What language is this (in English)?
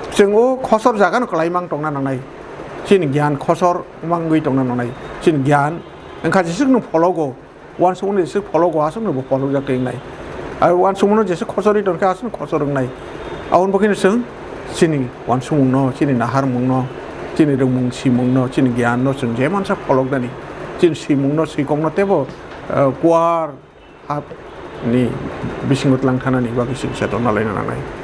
Kok Borok